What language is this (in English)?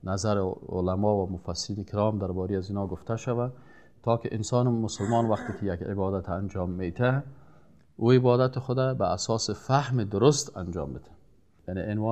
Persian